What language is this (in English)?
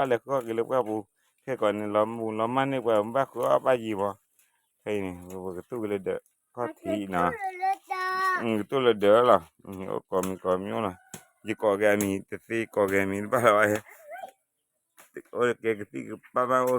S'gaw Karen